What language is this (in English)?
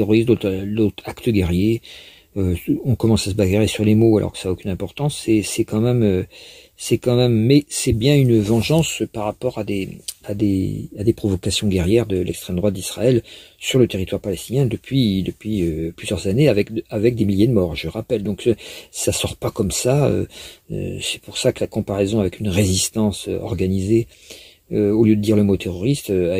French